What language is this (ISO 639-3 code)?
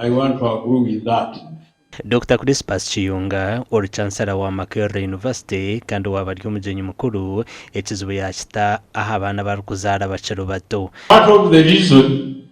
nyn